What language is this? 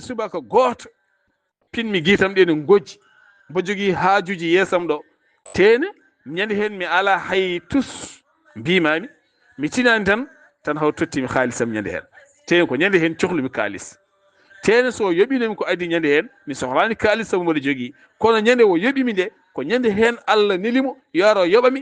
Fula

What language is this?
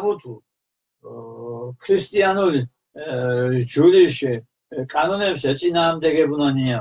Mingrelian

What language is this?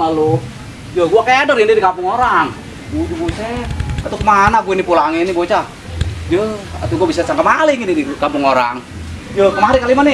Betawi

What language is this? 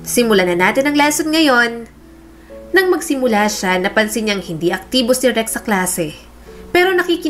Filipino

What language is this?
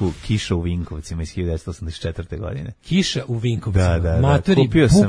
Serbian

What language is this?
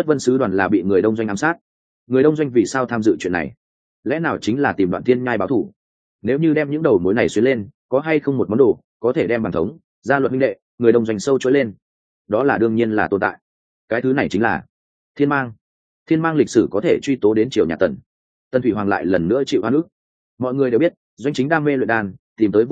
Vietnamese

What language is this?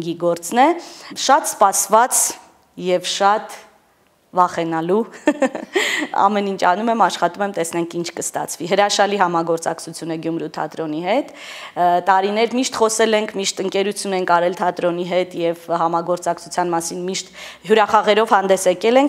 Armenian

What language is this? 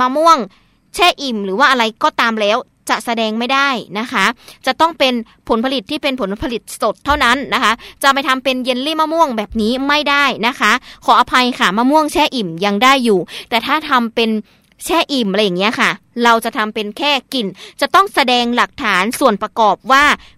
Thai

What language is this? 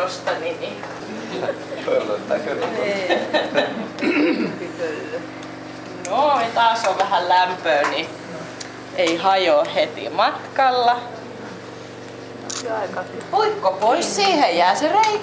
Finnish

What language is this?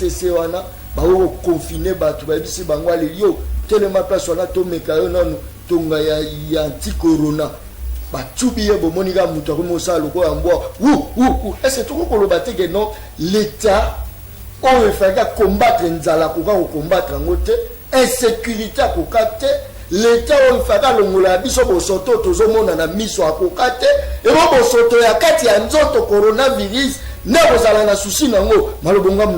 Lingala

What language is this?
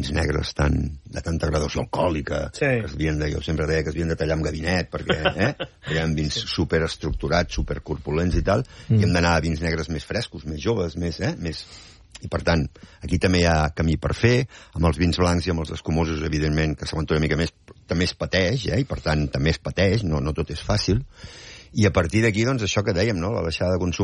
Catalan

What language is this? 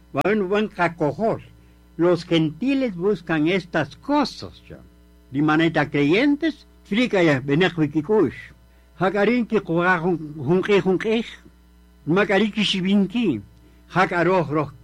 Kaqchikel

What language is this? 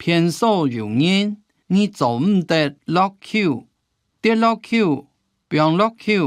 Hakka Chinese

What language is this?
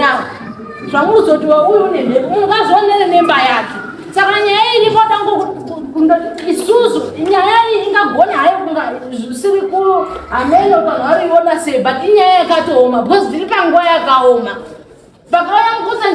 Shona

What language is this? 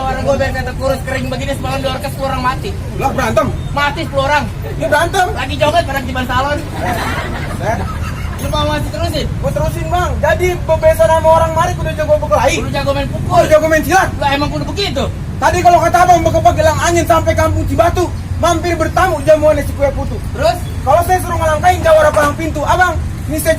Betawi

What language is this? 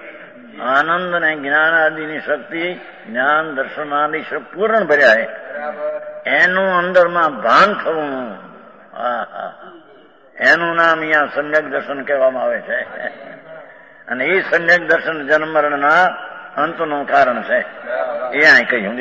Gujarati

